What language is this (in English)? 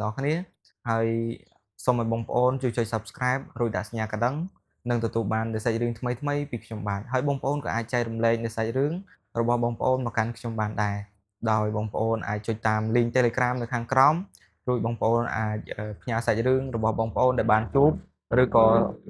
Khmer